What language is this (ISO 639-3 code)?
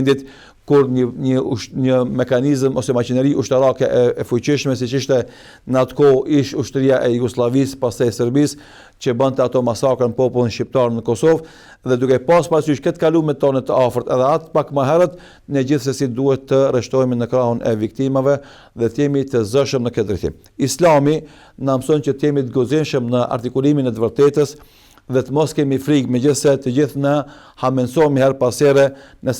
sqi